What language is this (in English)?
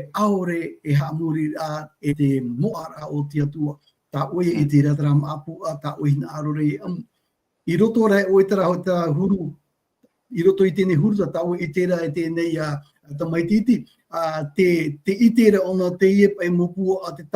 Tahitian